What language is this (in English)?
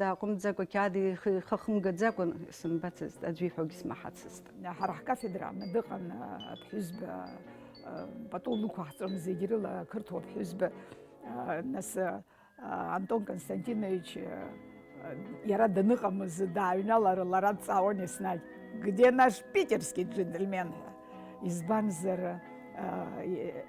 Abkhazian